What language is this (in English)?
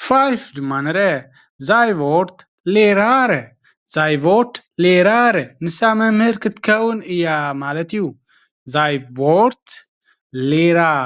Tigrinya